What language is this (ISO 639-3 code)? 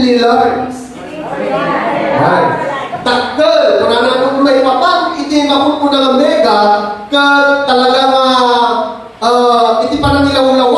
ilo